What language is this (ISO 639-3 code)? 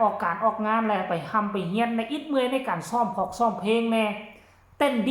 tts